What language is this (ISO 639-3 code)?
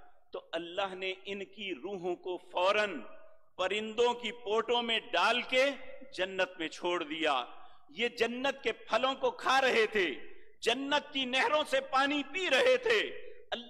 urd